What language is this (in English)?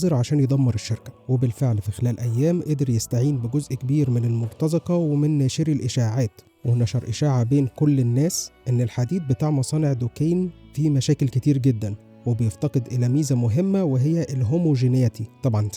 Egyptian Arabic